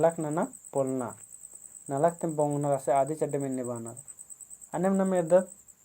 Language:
Kurukh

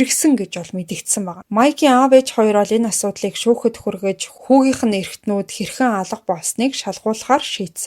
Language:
Mongolian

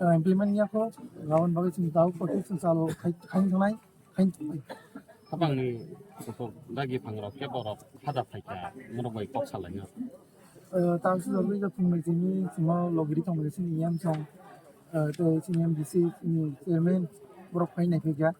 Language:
Kok Borok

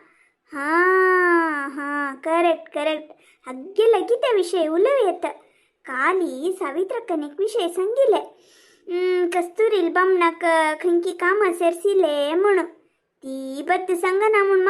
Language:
Konkani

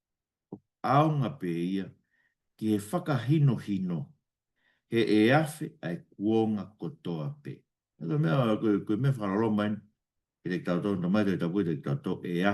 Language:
Tongan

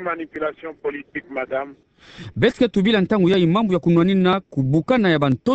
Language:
Kituba (Democratic Republic of Congo)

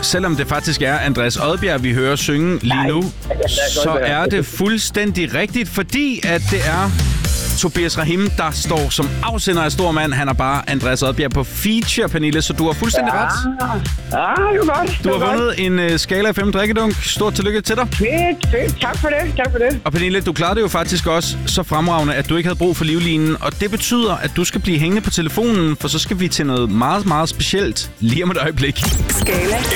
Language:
Danish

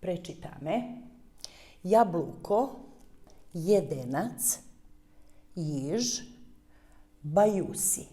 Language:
Rusyn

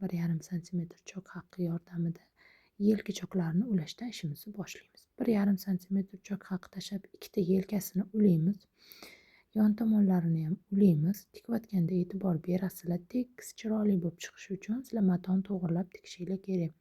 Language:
Uzbek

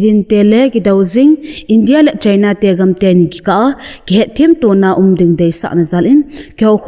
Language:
Thado Chin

